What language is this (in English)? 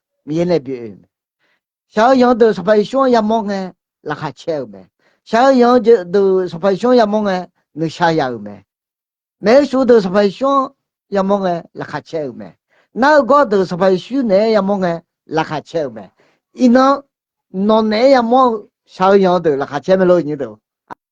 Akha